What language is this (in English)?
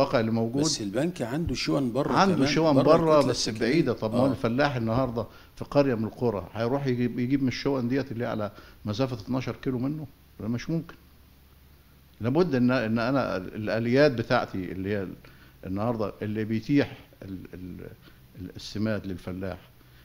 Egyptian Arabic